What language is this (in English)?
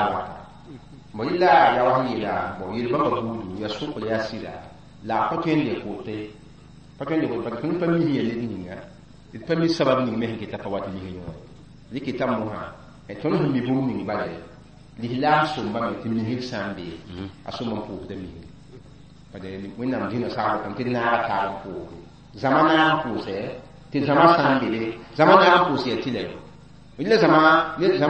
Mossi